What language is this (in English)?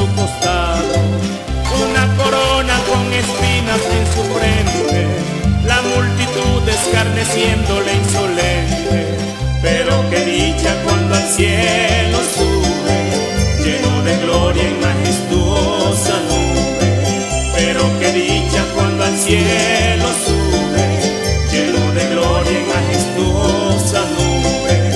Spanish